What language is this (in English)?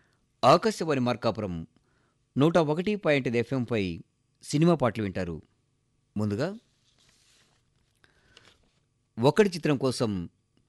Telugu